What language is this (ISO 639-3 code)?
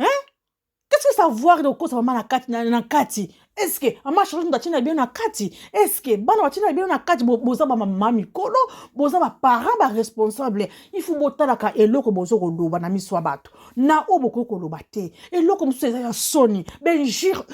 lin